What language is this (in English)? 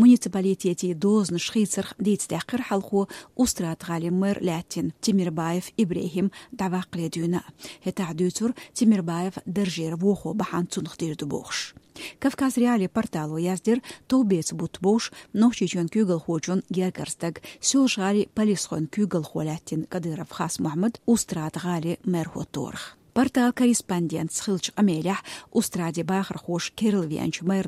Chechen